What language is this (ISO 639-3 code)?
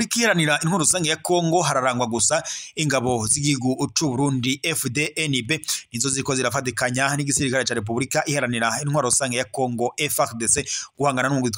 run